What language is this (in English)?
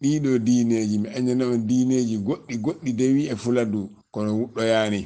Fula